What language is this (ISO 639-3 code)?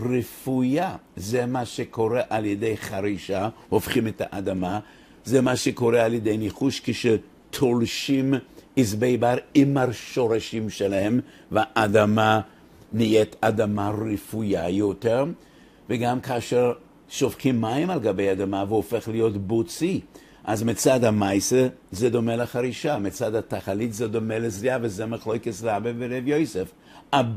heb